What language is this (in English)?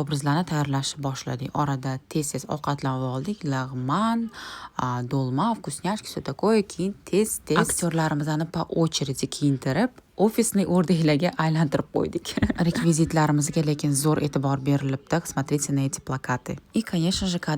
Uzbek